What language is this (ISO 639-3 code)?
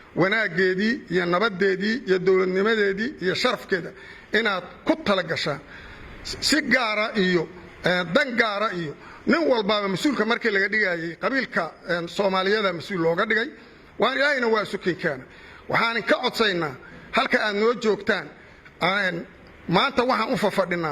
som